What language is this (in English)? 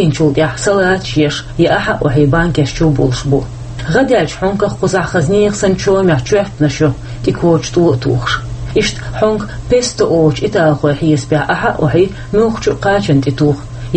Chechen